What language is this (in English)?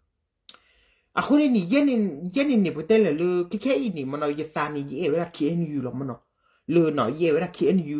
S'gaw Karen